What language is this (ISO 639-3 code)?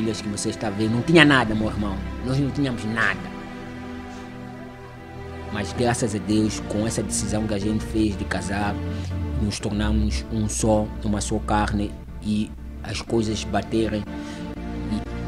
por